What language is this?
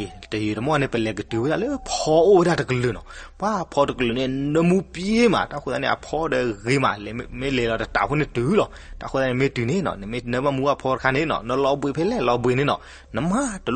S'gaw Karen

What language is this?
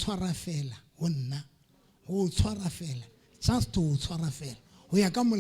Southern Sotho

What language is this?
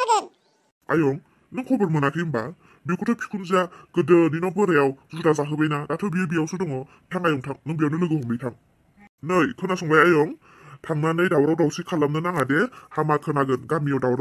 Bodo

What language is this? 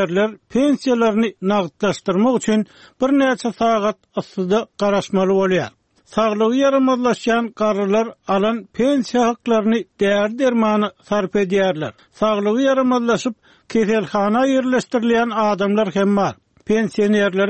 Turkmen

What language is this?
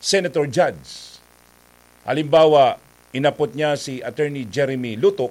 Bikol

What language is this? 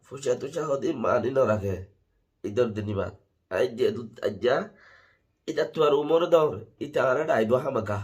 Rohingya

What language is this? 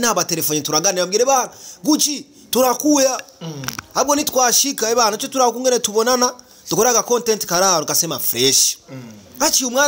Rundi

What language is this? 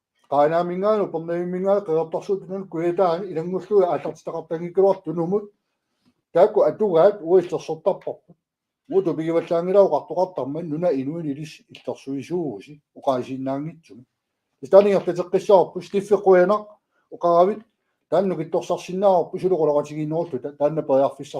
Kalaallisut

